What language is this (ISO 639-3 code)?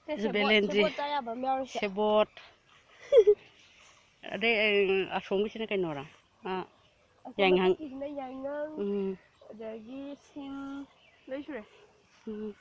mni